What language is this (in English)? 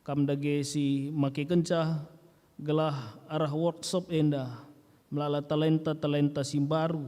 Batak Karo